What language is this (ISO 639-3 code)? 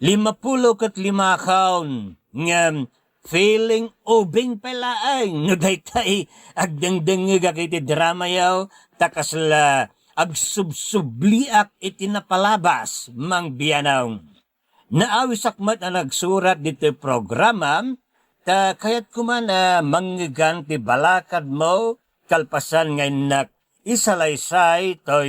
ilo